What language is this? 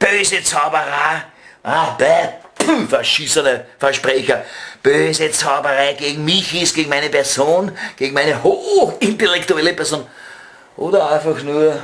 Bavarian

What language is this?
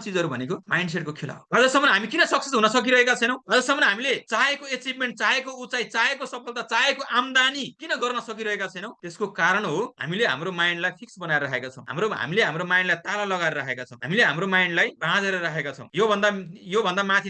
Nepali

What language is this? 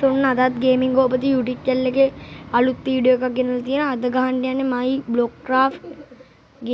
Sinhala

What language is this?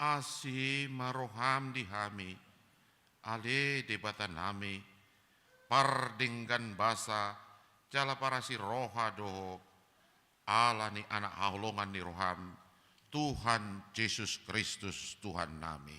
Batak Toba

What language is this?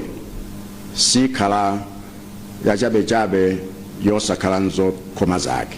Nyanja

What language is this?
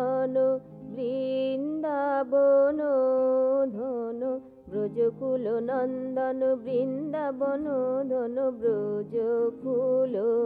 Bangla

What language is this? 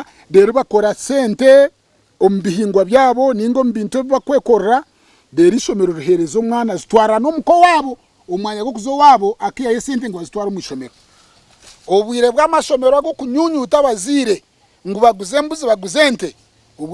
Nyankole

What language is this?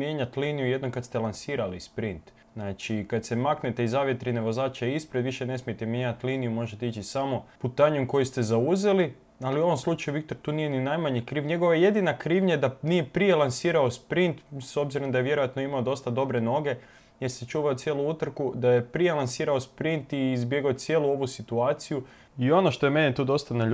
Croatian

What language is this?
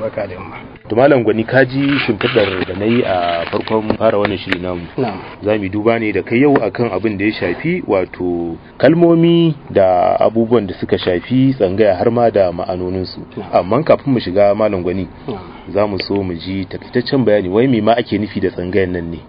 Hausa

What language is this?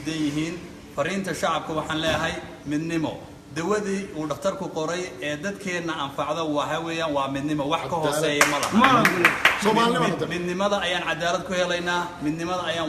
Somali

